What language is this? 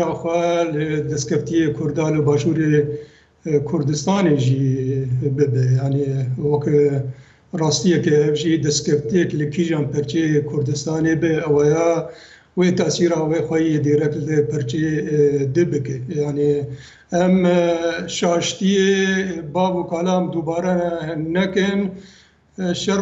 Kurdish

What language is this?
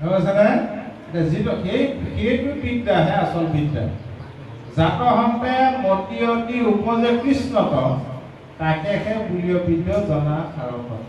Assamese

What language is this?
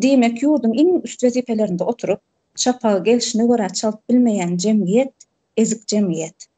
Turkmen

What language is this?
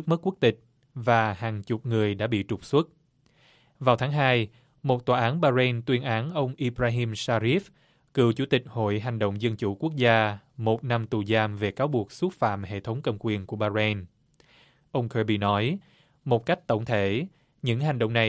Vietnamese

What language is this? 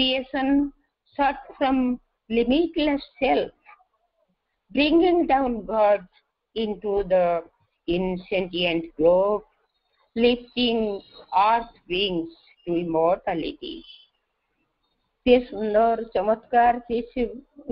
Odia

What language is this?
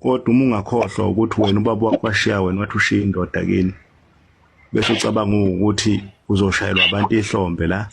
Zulu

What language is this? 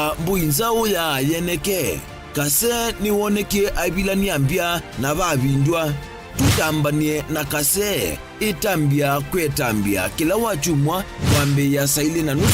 Kamba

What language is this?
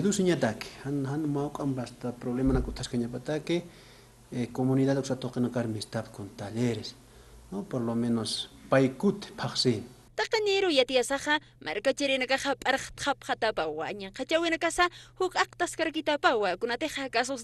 Aymara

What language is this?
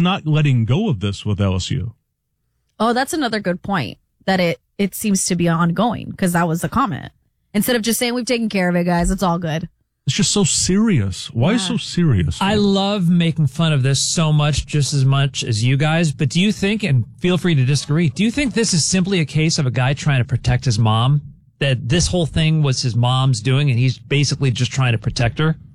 English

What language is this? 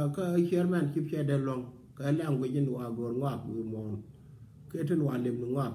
Nuer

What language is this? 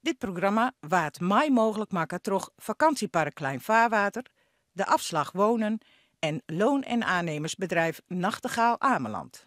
Western Frisian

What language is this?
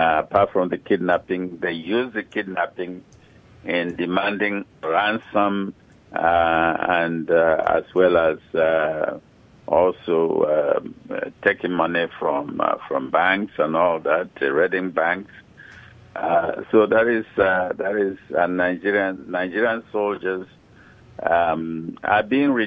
English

